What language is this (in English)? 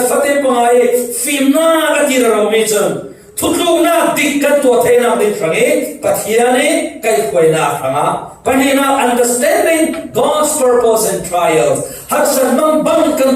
Falam Chin